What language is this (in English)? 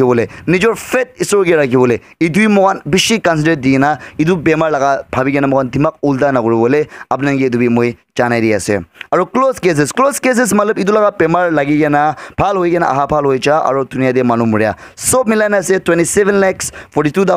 Naga Pidgin